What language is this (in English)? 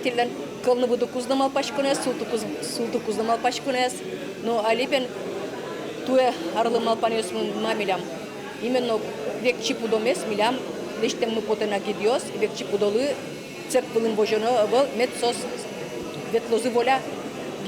Udmurt